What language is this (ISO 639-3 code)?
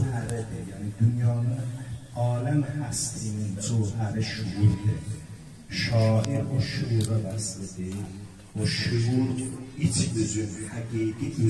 azb